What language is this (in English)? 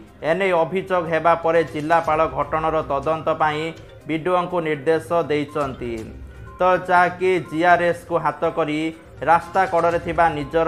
Odia